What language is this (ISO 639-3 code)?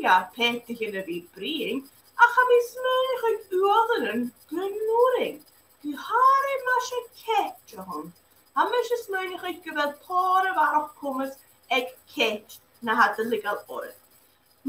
gla